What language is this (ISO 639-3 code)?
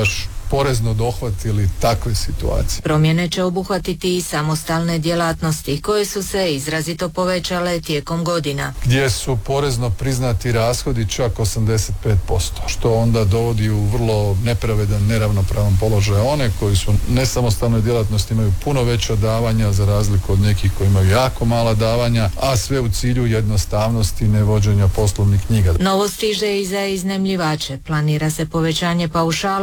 hrv